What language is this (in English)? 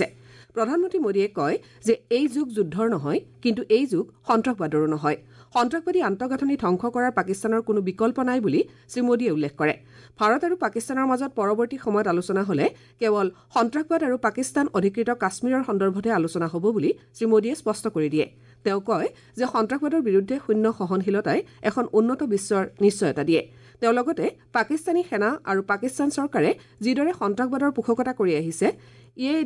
Assamese